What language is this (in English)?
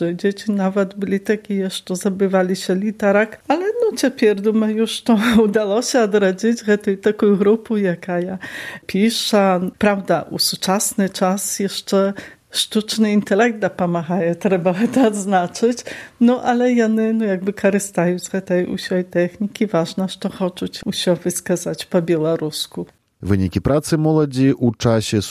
Belarusian